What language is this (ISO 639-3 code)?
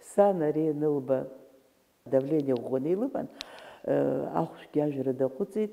abk